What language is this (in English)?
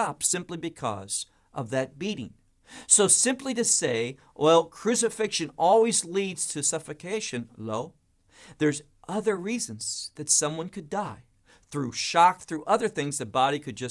English